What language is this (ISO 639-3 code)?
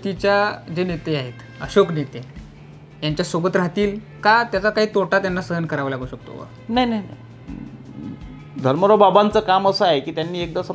mar